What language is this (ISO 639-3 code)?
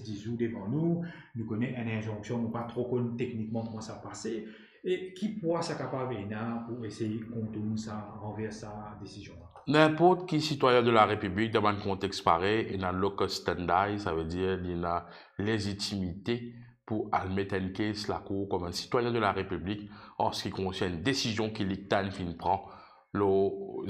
mfe